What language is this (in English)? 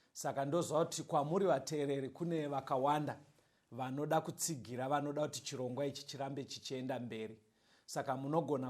Shona